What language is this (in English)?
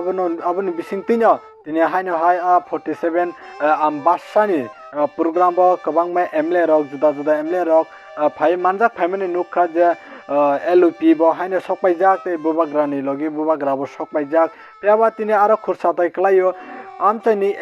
Kok Borok